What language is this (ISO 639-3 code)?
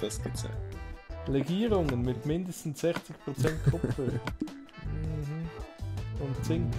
gsw